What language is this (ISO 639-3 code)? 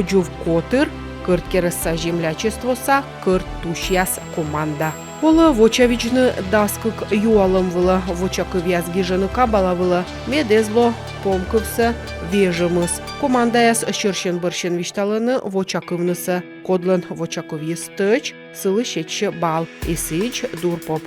kom